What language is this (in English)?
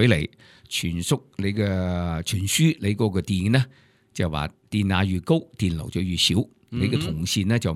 Cantonese